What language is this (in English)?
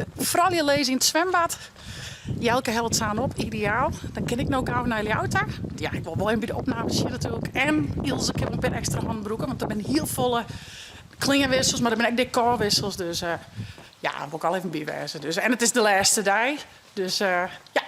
Western Frisian